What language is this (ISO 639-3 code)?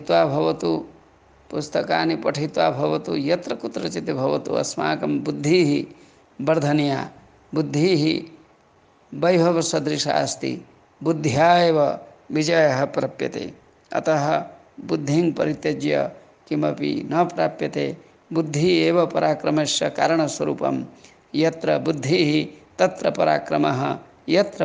san